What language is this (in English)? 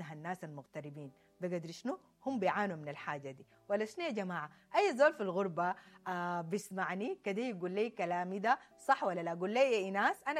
Sudanese Arabic